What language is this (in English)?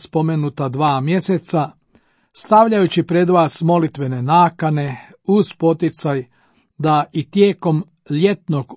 Croatian